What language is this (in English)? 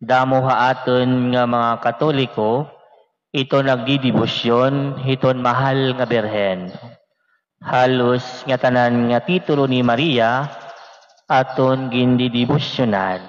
Waray